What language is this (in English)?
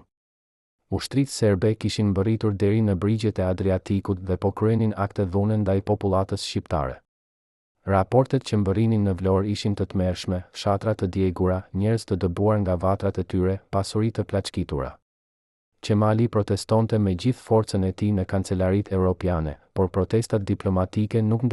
Albanian